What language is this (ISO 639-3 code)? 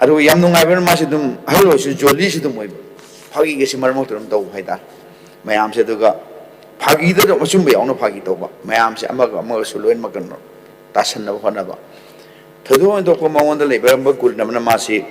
mni